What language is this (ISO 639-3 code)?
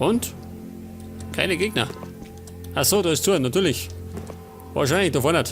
bar